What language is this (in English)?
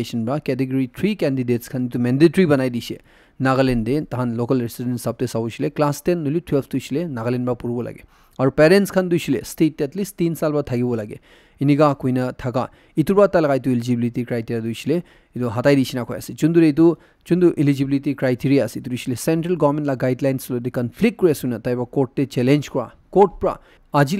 Naga Pidgin